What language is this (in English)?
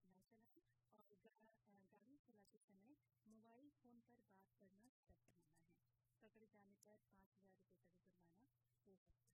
Hindi